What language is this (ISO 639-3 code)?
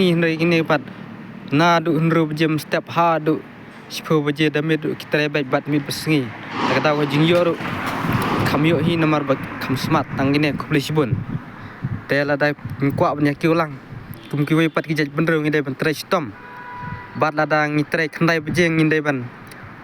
kha